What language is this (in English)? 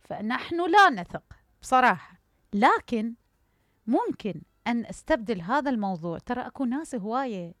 Mesopotamian Arabic